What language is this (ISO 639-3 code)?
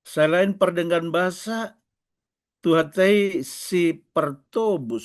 bbc